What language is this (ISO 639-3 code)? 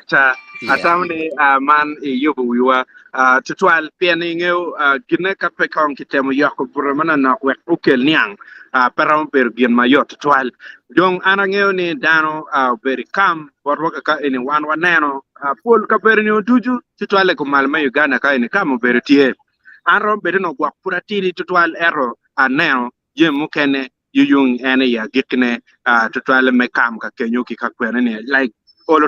ach